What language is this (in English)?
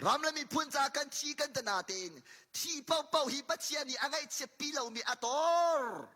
Hakha Chin